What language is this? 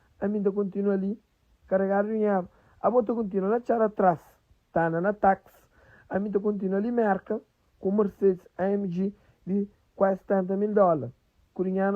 Kabuverdianu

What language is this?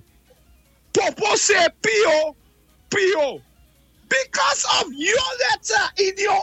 Saint Lucian Creole French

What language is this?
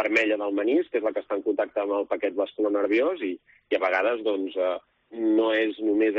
Catalan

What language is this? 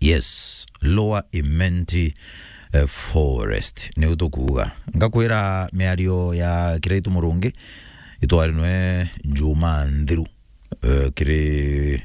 Meru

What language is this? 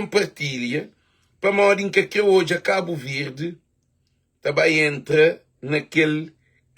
Kabuverdianu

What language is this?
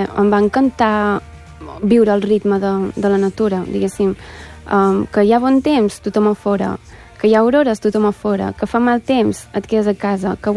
Catalan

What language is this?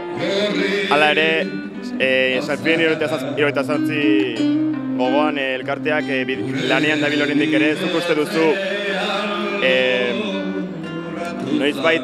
Basque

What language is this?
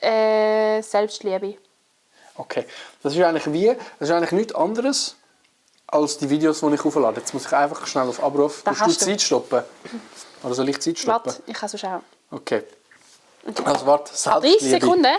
Swiss German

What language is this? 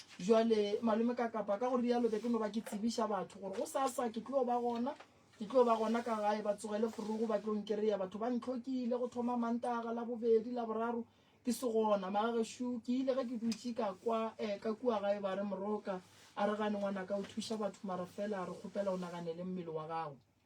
Northern Sotho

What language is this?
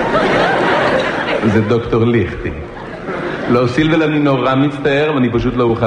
Hebrew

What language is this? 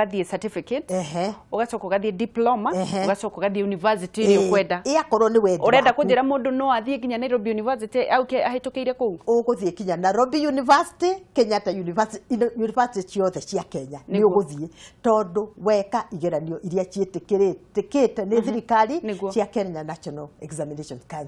Kikuyu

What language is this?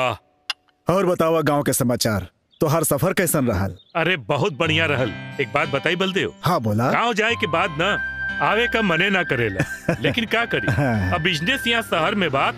Bhojpuri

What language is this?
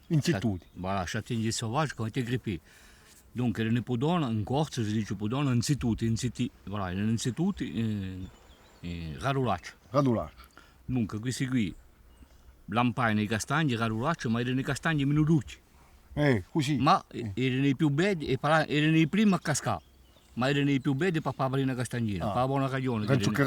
Corsican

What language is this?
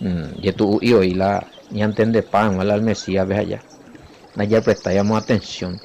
Guarani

